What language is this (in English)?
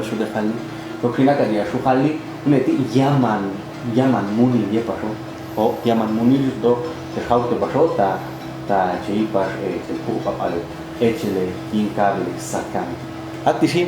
Popti'